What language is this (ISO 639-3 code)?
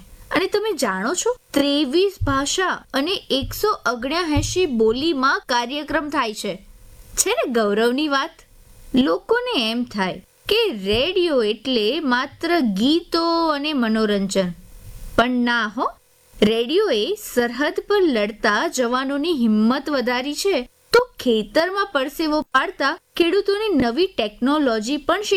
guj